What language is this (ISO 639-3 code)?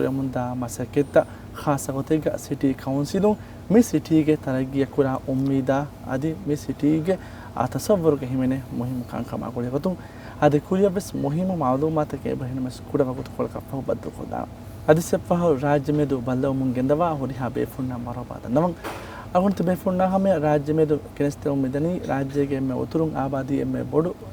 div